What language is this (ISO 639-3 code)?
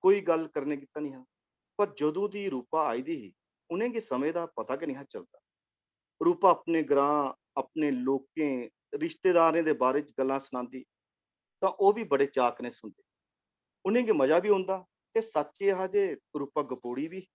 doi